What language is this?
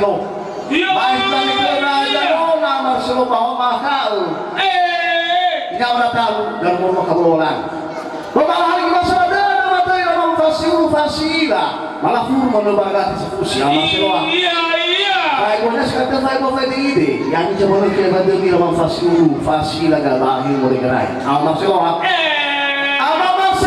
Nias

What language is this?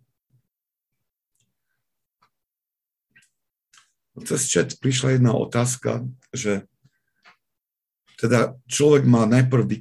Slovak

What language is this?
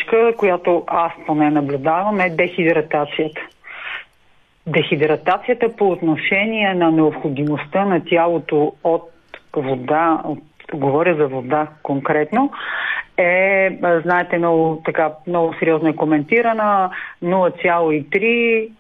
Bulgarian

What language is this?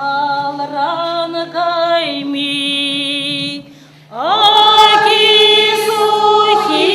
Chuvash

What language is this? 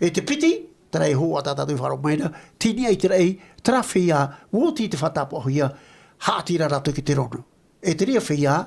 Tahitian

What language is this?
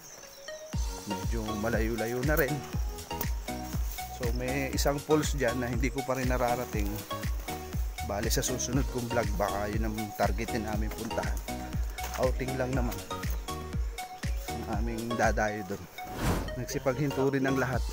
Filipino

